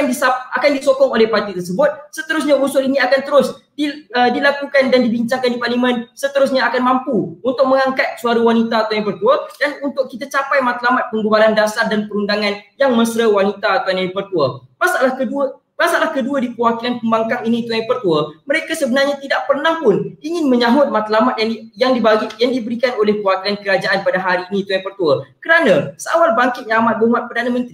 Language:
Malay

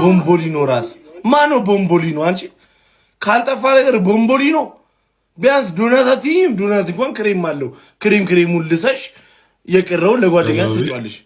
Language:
Amharic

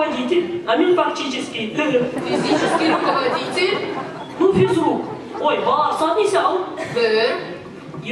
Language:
Bashkir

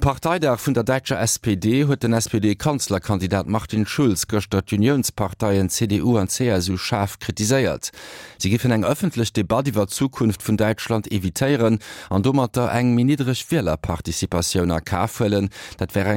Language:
Luxembourgish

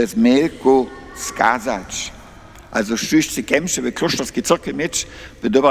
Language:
Upper Sorbian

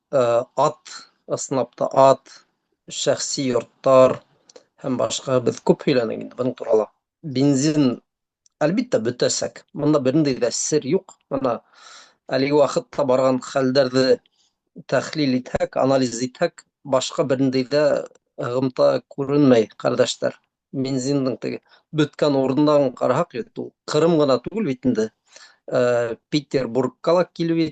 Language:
Bashkir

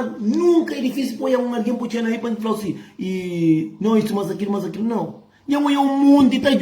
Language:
Kabuverdianu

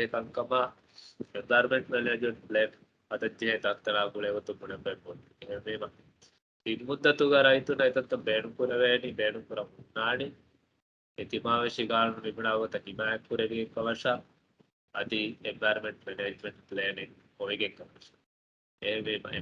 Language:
Divehi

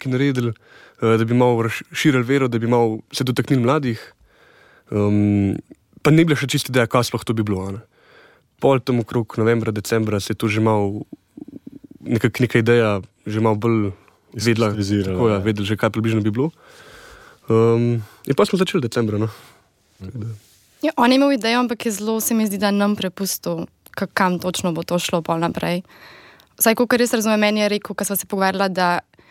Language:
Slovenian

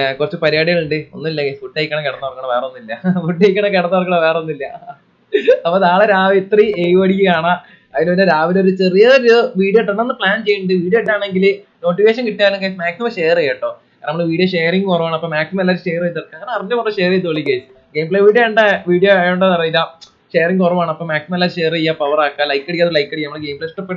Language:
Malayalam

